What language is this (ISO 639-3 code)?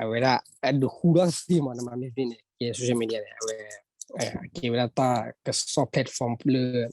ksw